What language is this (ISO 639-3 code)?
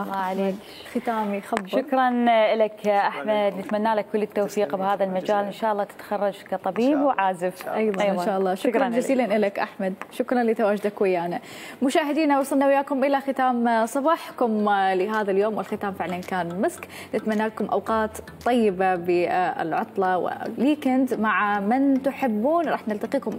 acm